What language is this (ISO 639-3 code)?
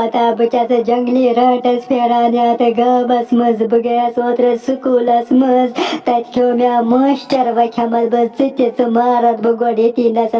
kas